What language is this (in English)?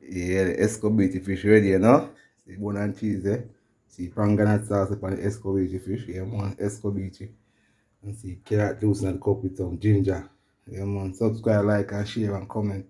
Jamaican Creole English